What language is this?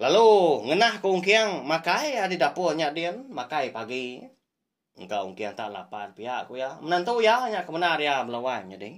Iban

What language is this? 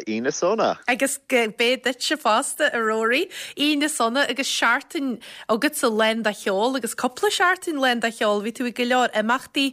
Irish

